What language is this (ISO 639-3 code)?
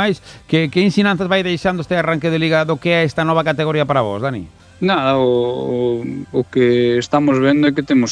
glg